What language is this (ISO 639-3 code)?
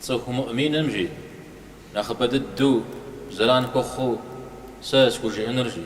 kbd